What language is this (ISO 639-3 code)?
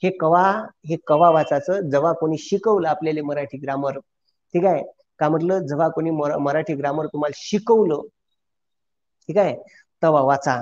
mar